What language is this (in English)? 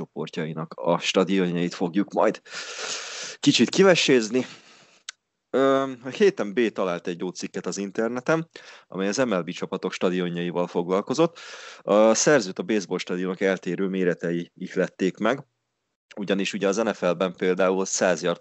Hungarian